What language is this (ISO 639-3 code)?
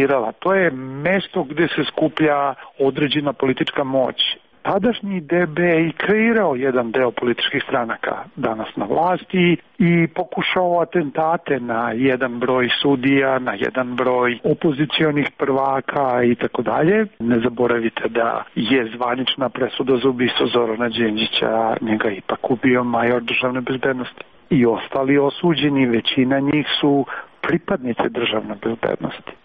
srp